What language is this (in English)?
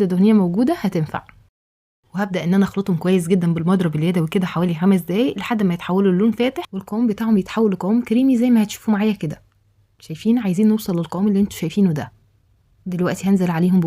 Egyptian Arabic